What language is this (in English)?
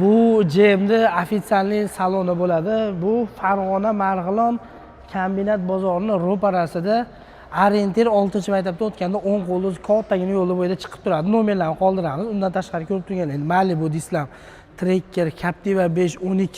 Uzbek